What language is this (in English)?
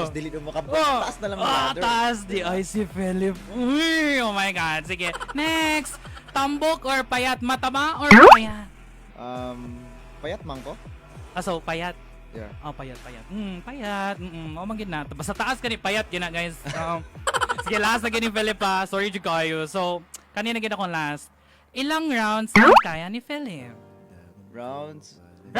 Cebuano